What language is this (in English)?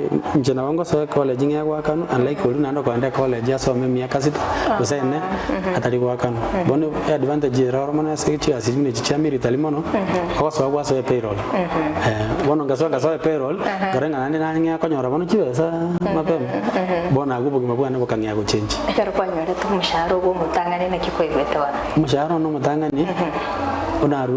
Gusii